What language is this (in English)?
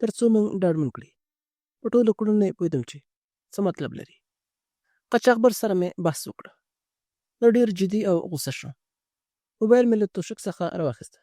Pashto